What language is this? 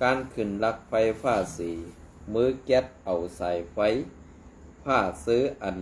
Shan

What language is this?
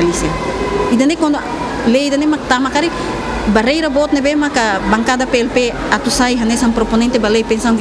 Tetum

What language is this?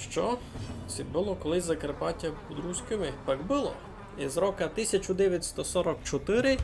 Rusyn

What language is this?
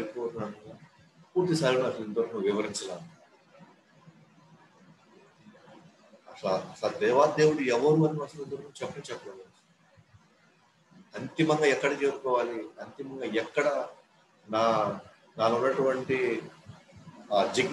Telugu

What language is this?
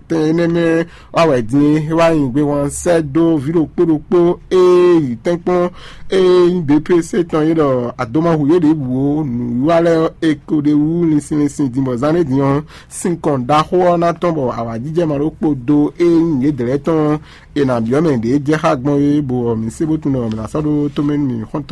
Fon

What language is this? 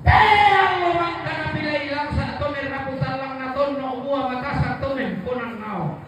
Toraja-Sa'dan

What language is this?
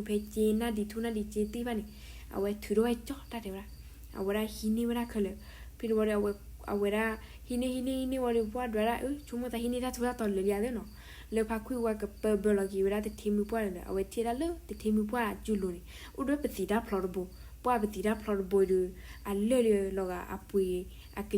S'gaw Karen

